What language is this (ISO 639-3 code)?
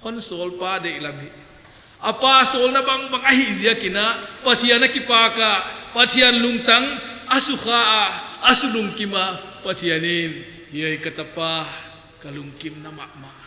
pck